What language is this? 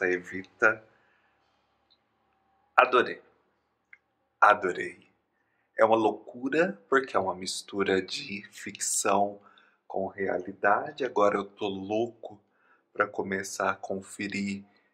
Portuguese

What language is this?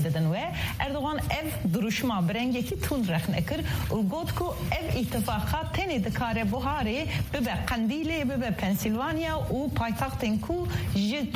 Kurdish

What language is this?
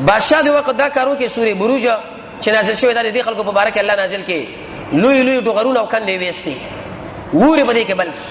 Pashto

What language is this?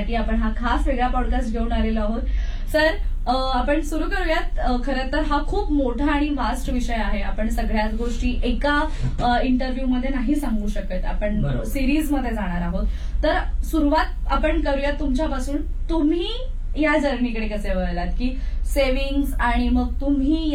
Marathi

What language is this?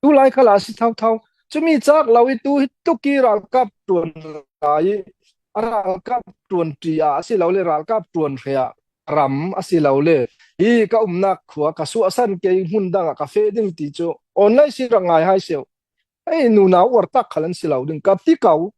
Falam Chin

